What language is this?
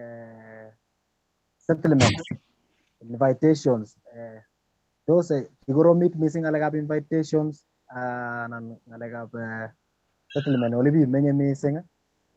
Kalenjin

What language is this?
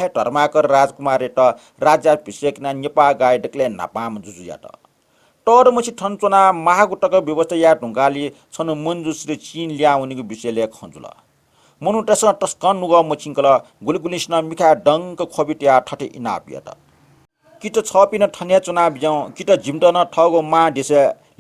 Newari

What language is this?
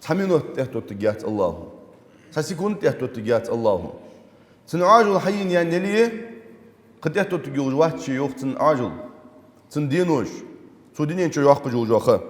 Ingush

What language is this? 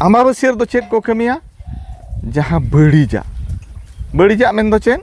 Santali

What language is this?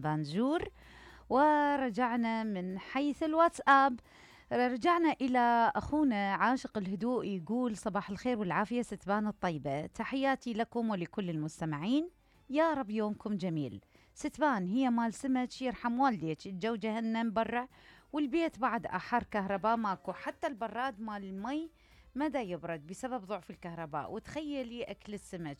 Mesopotamian Arabic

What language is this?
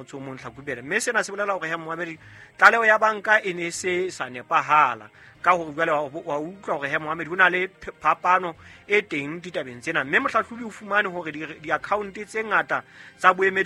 Southern Sotho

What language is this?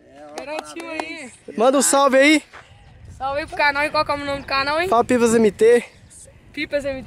Portuguese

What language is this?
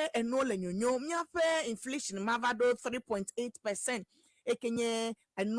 Ewe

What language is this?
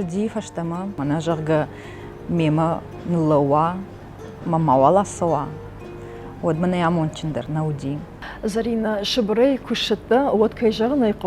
Ossetic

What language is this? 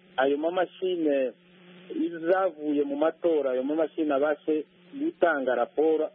Kinyarwanda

